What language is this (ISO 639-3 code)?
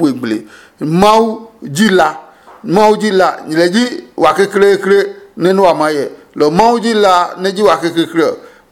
ada